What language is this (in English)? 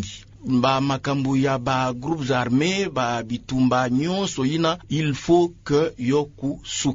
Kituba (Democratic Republic of Congo)